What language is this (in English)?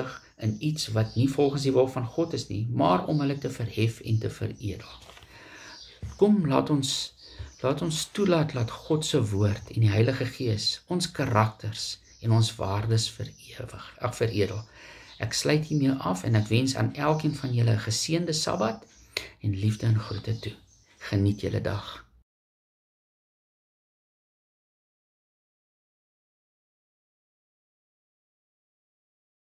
Afrikaans